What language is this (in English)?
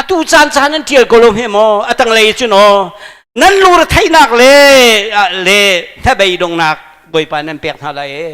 Hakha Chin